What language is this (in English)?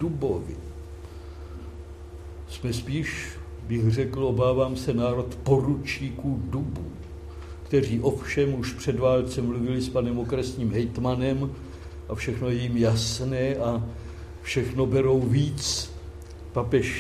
Czech